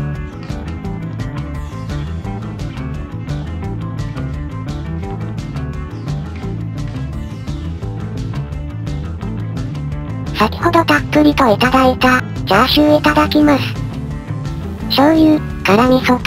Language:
Japanese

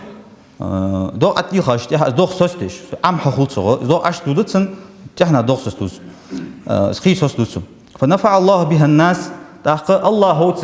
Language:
Ingush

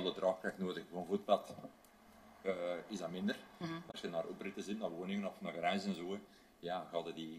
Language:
Dutch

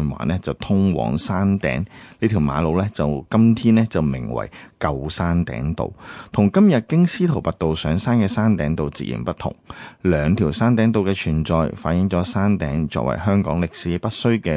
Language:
Cantonese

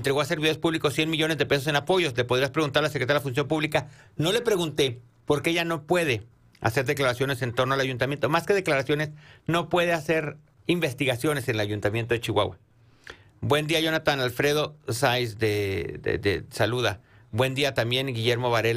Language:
Spanish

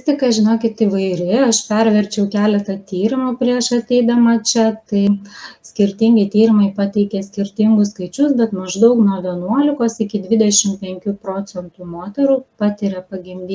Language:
Lithuanian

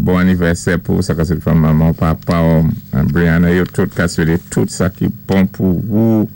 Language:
Saint Lucian Creole French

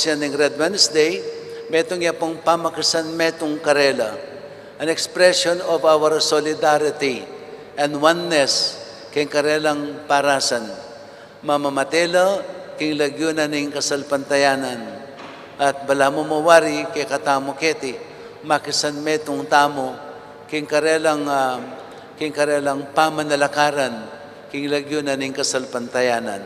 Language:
Pampanga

